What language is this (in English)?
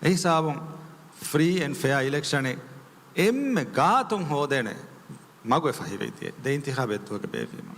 Divehi